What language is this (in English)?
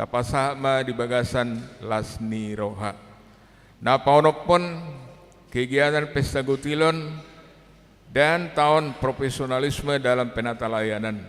Batak Toba